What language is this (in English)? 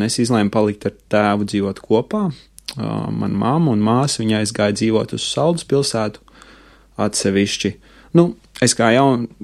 Latvian